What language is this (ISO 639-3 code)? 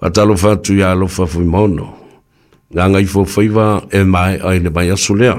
smo